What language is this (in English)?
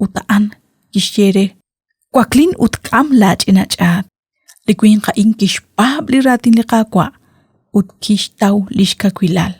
Kekchí